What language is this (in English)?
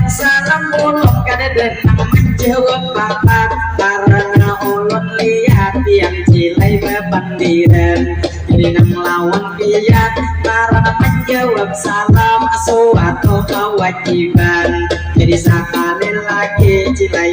Banjar